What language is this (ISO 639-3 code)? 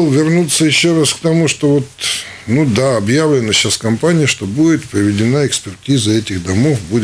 rus